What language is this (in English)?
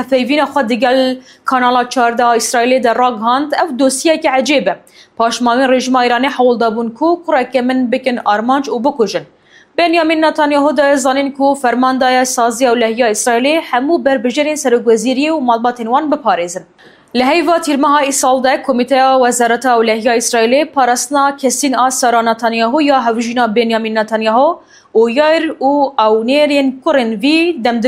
Kurdish